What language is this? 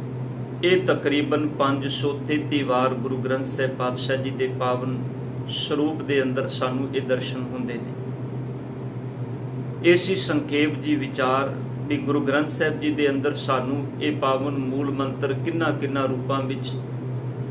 Punjabi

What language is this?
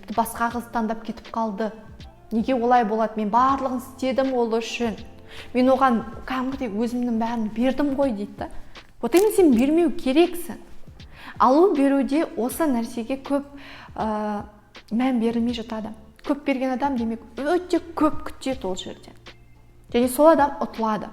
Kazakh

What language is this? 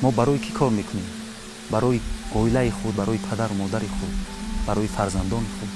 Tajik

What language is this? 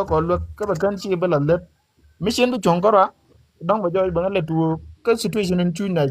Nuer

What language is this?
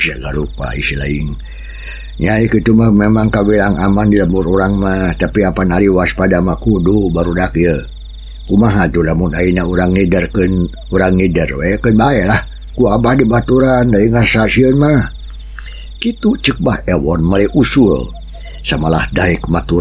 Sundanese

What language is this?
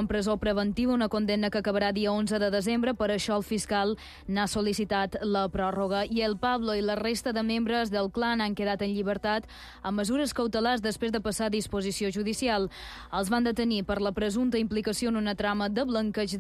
Catalan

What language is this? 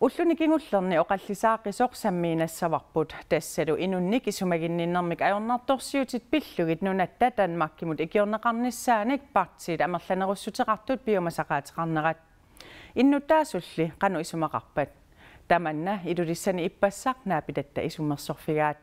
Kalaallisut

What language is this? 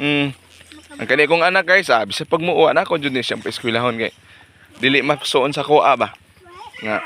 Cebuano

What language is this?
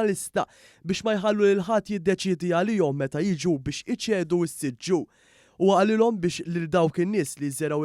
Maltese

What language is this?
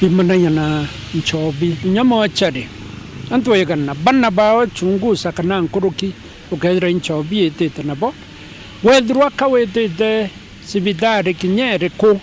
Meru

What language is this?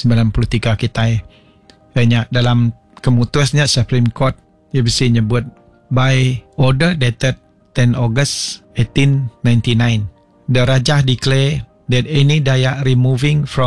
Iban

